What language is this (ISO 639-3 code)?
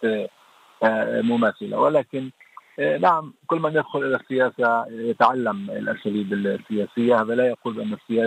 ara